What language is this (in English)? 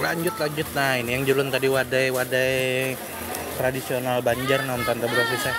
Banjar